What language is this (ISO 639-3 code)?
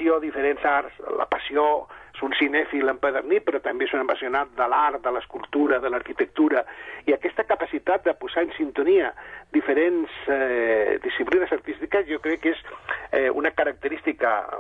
cat